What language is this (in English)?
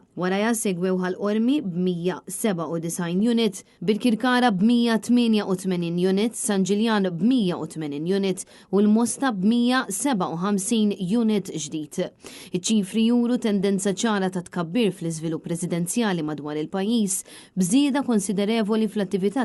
Maltese